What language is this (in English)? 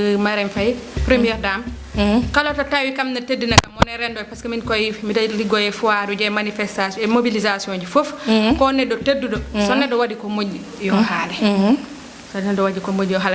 Fula